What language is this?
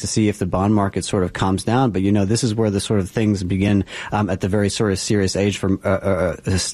English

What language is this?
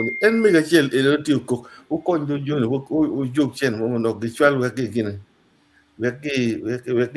Acoli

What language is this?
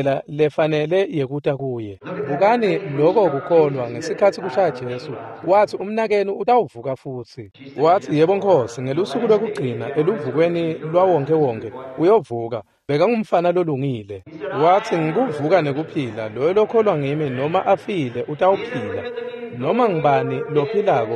Swati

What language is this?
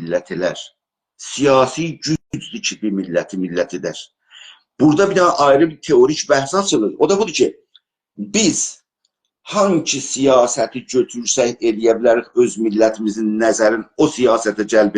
South Azerbaijani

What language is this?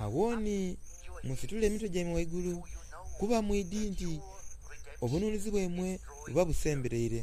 Soga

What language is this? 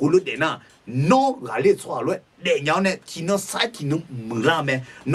Akha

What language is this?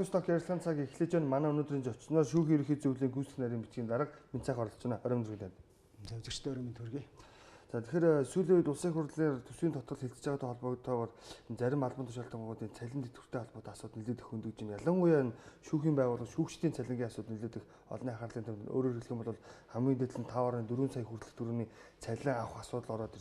Mongolian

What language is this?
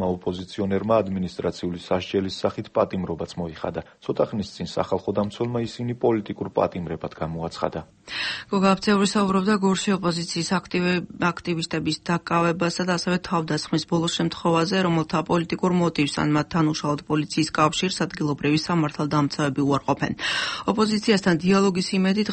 Georgian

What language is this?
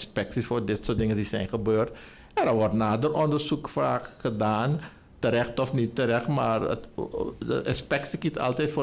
Dutch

